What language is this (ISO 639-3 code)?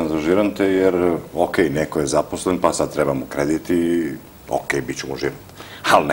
srp